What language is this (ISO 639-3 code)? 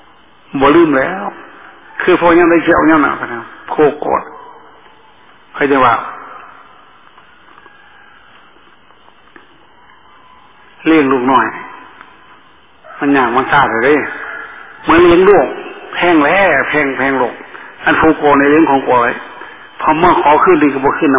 tha